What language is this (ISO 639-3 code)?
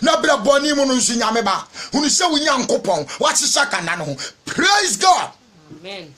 aka